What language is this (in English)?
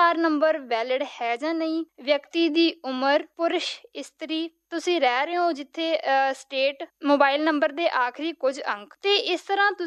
Punjabi